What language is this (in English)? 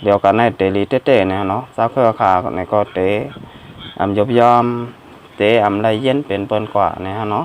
Shan